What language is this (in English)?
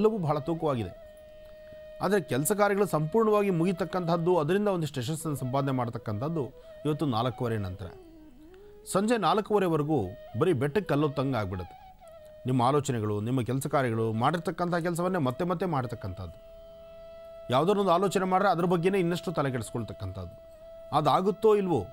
Kannada